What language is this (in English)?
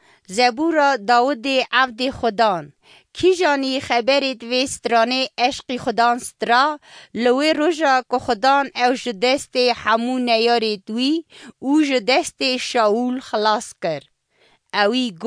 Kurdish